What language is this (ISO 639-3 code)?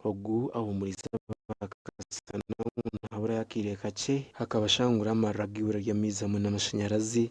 nyn